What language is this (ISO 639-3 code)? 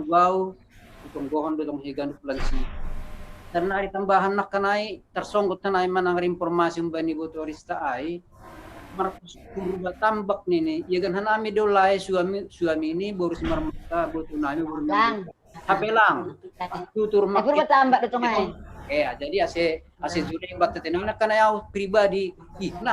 bts